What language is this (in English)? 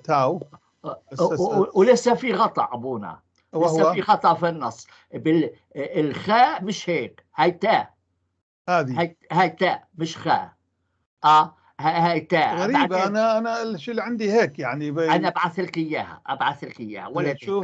North Levantine Arabic